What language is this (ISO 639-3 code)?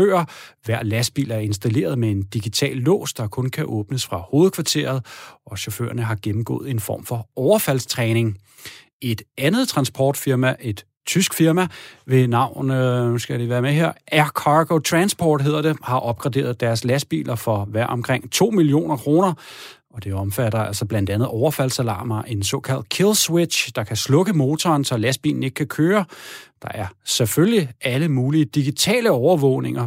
dan